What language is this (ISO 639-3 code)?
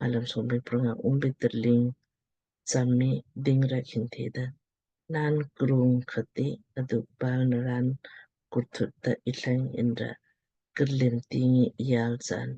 lmk